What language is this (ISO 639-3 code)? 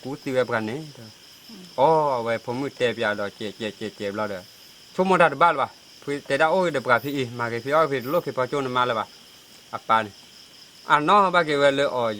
ksw